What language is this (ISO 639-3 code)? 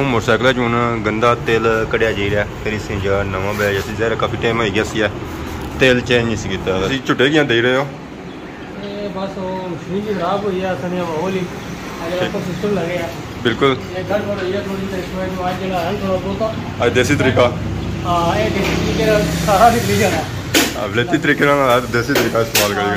phr